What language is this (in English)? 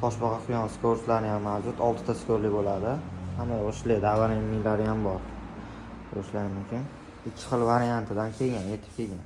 Uzbek